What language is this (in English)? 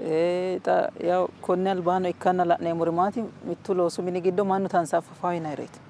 Sidamo